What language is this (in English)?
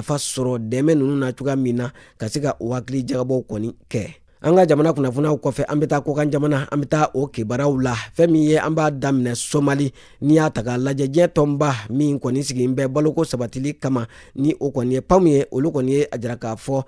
Bambara